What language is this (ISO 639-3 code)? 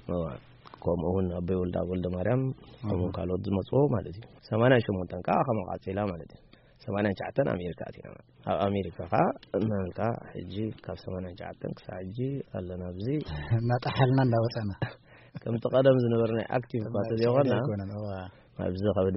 tir